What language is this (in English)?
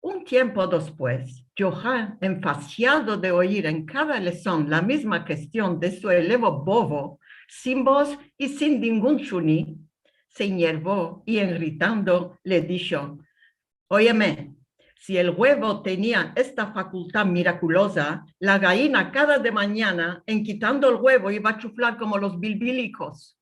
Ladino